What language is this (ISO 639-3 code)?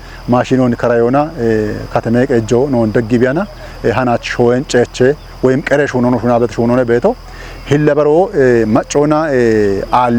kbr